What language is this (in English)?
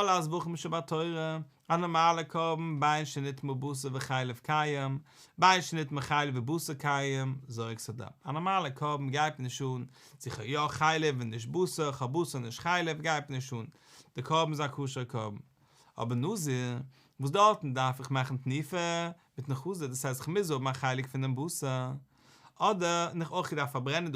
Yiddish